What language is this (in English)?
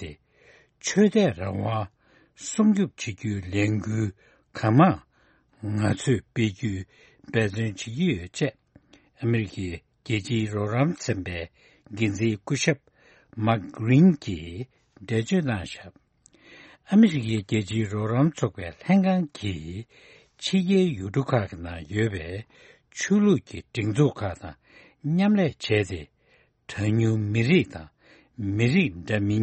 Tibetan